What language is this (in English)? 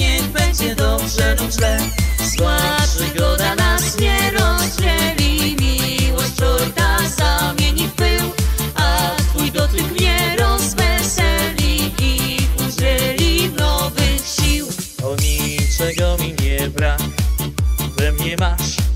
Polish